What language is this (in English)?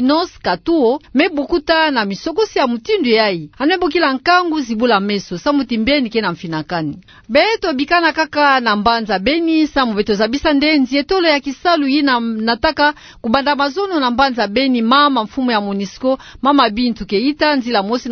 Kituba (Democratic Republic of Congo)